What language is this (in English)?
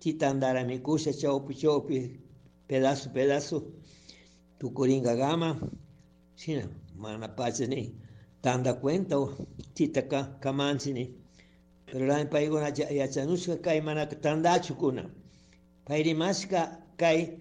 Chimborazo Highland Quichua